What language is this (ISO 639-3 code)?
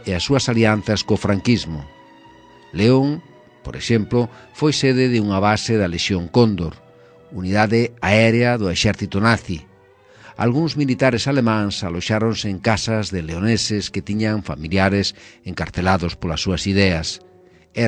glg